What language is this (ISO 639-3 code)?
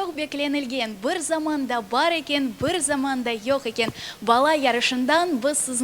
crh